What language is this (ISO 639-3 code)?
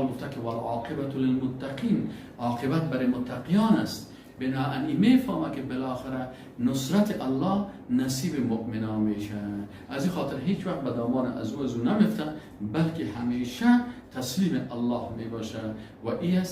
fas